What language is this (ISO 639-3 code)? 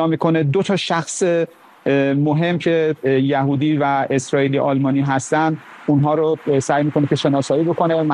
fas